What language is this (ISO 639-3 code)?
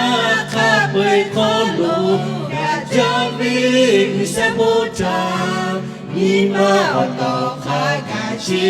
lhu